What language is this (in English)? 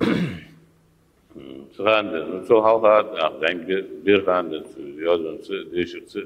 Ingush